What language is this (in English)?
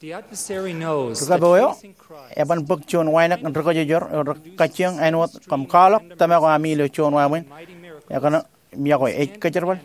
Marshallese